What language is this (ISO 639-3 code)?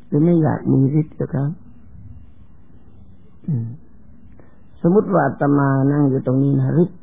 tha